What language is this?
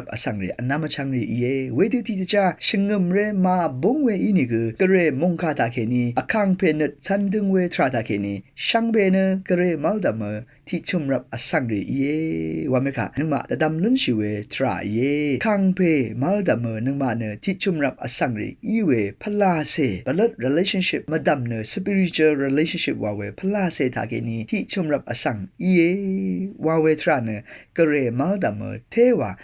Rawang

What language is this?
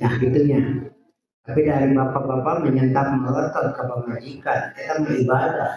Sundanese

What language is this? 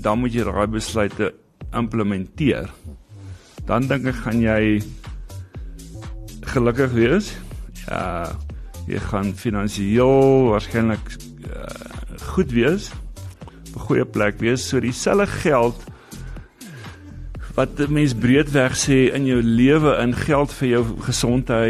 Afrikaans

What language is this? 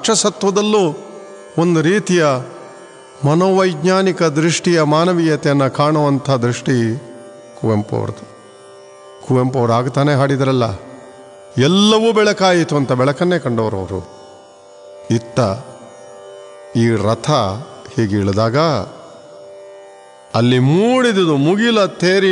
Kannada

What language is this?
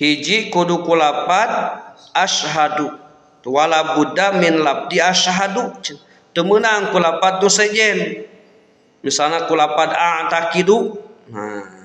Sundanese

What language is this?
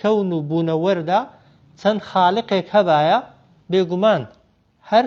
Central Kurdish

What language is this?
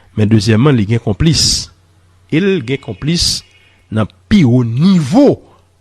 Haitian Creole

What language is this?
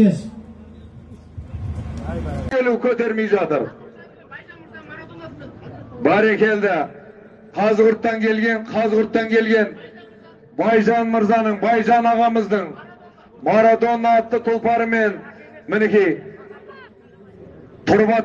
Kazakh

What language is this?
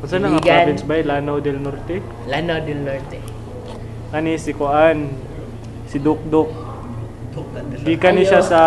Cebuano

